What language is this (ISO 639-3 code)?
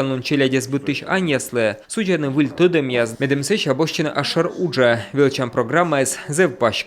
kom